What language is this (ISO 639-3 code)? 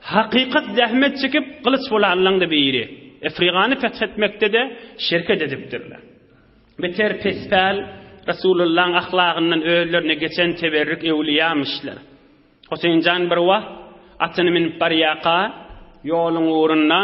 tuk